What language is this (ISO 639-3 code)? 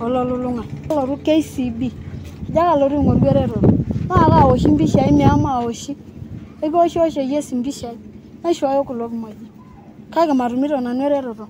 mas